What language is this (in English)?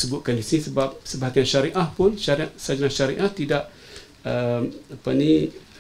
Malay